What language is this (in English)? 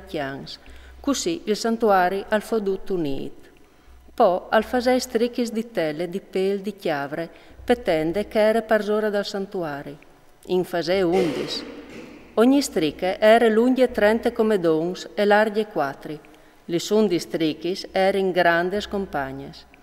Friulian